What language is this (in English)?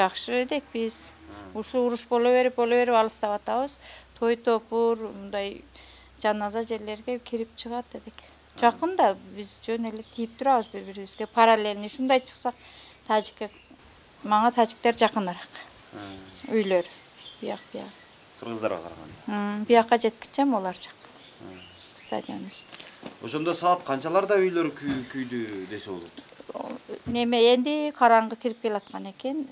Kyrgyz